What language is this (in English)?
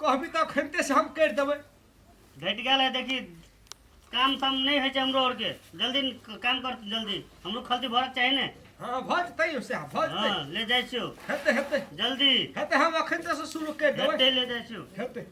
Maithili